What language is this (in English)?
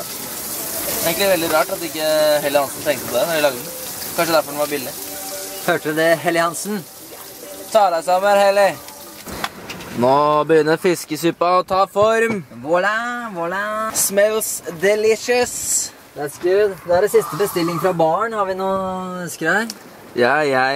Norwegian